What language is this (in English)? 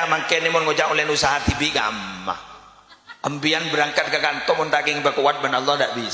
Madurese